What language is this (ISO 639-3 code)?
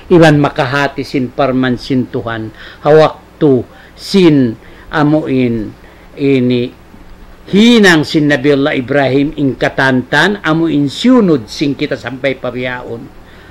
tsg